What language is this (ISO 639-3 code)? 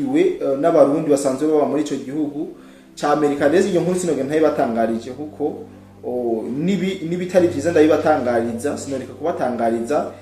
run